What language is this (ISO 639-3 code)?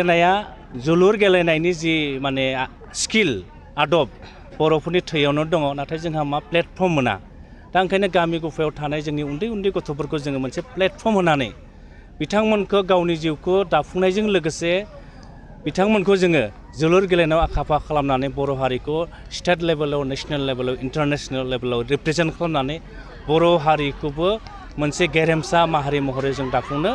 brx